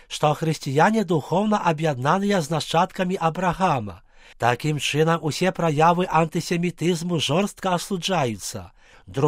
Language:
Belarusian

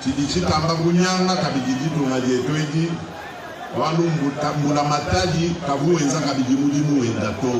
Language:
Luba-Lulua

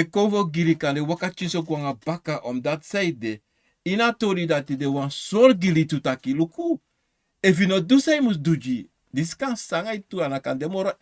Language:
Sranan Tongo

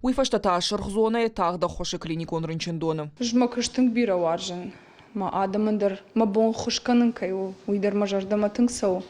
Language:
Ossetic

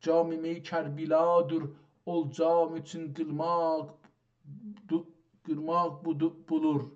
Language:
South Azerbaijani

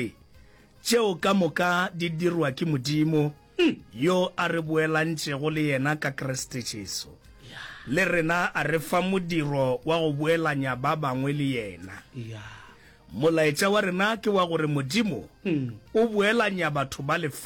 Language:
Northern Sotho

